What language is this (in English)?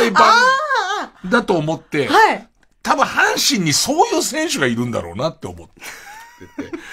Japanese